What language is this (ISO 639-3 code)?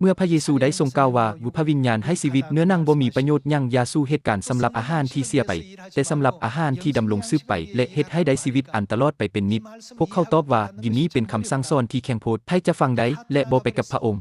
lao